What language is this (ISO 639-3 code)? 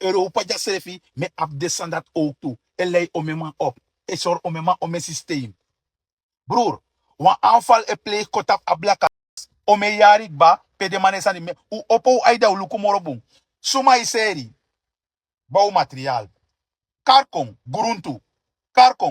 srn